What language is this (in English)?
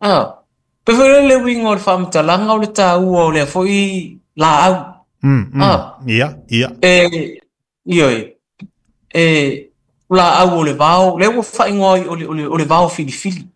Samoan